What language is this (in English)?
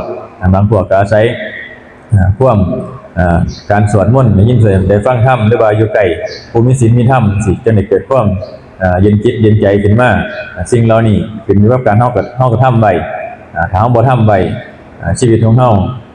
Northeastern Thai